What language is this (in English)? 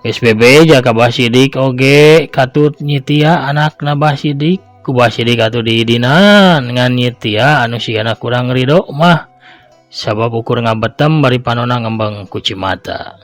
Sundanese